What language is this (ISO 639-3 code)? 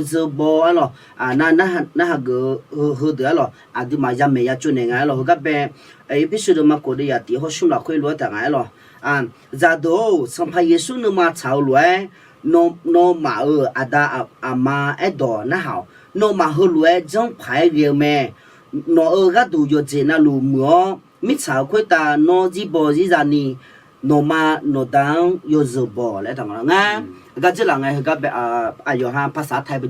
ahk